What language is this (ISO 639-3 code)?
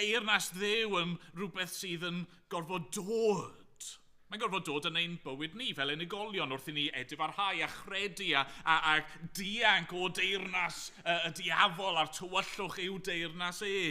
cym